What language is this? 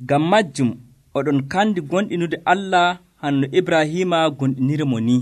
Nigerian Fulfulde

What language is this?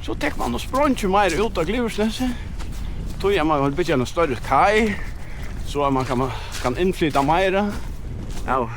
Faroese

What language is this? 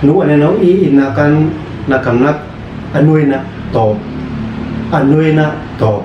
Uab Meto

